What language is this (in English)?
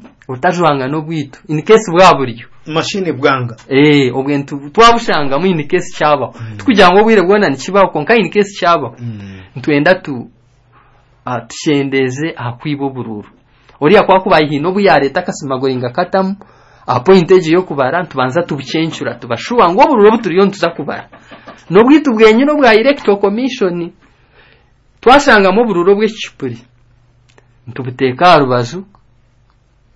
Kinyarwanda